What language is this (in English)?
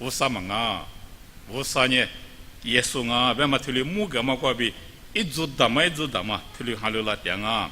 Lisu